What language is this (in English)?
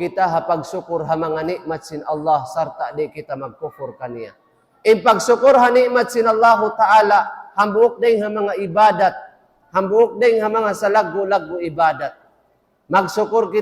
Tausug